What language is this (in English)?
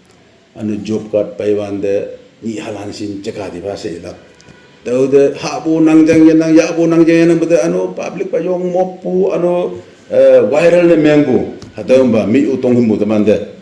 Naga Pidgin